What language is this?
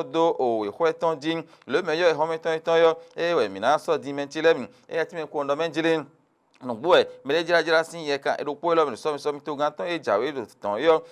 Fon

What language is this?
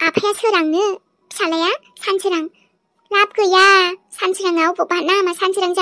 Bodo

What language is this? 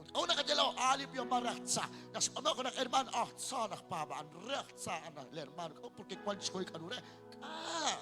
Kekchí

